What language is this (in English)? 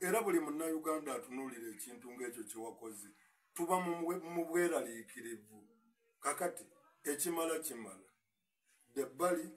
Ganda